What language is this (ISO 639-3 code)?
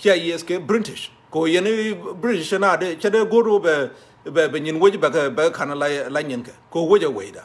nus